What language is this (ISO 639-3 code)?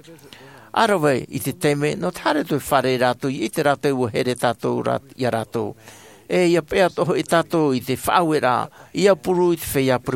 tah